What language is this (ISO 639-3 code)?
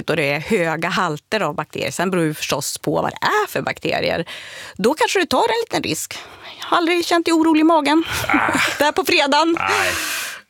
swe